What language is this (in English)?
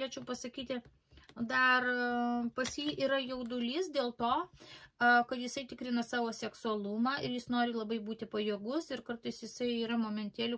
Lithuanian